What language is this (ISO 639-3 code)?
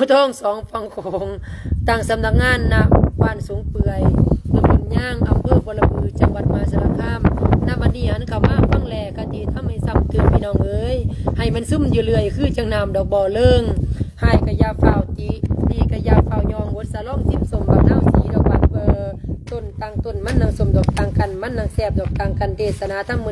lao